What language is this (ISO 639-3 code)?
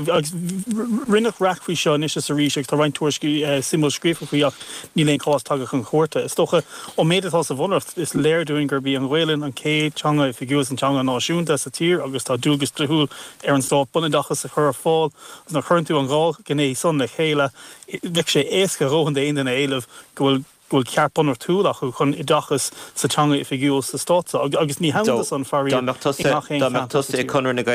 gle